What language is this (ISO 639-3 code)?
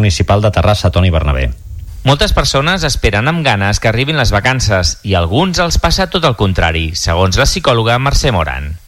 cat